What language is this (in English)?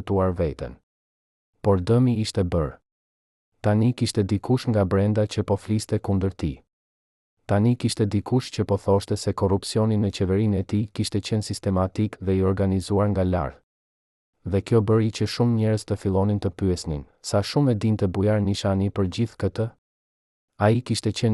Albanian